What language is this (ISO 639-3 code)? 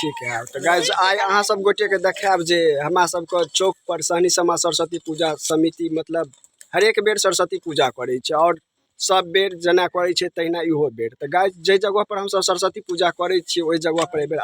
mai